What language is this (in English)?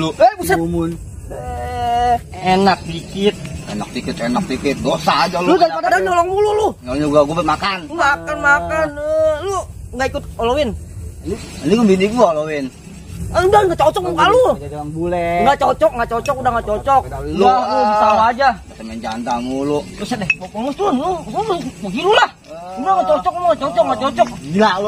Betawi